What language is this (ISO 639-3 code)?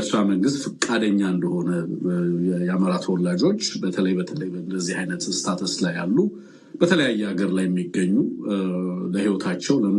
amh